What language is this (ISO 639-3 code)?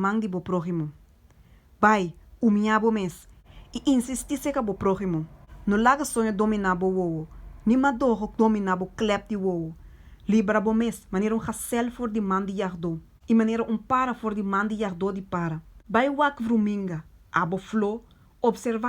pap